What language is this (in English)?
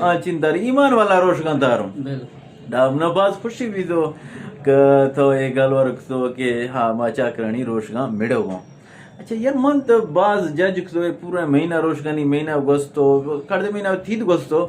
Eastern Balochi